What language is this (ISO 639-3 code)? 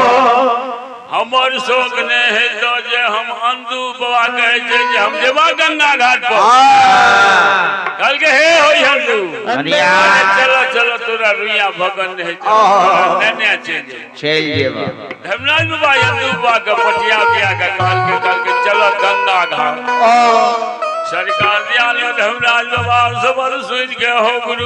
mai